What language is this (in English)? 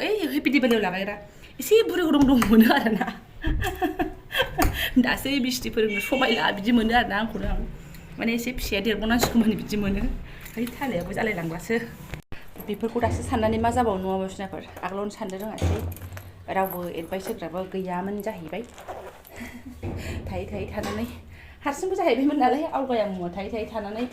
Bodo